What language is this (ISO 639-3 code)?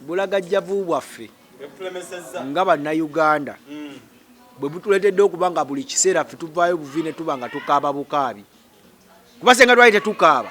lug